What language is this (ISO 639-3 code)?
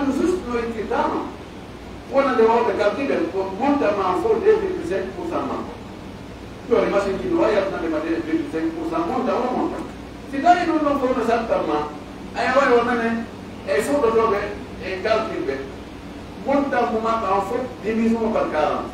fuf